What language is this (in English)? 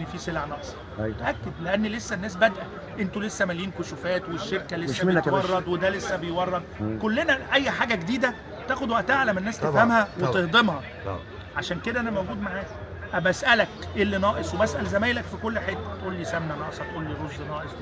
Egyptian Arabic